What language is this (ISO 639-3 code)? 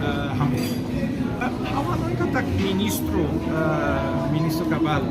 tet